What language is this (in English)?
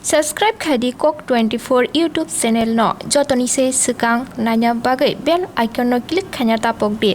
Kok Borok